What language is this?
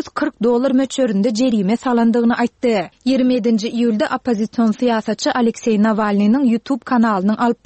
Turkmen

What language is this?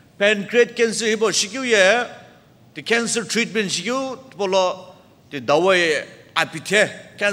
Sumi Naga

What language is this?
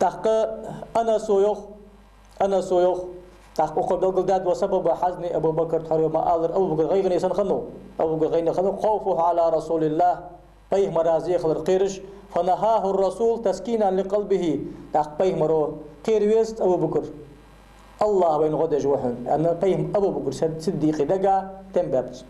Ingush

